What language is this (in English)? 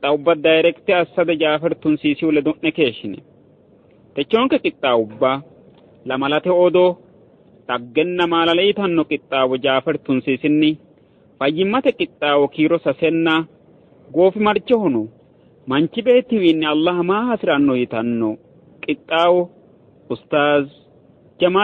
Sidamo